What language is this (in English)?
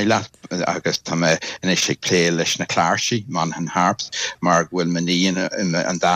Irish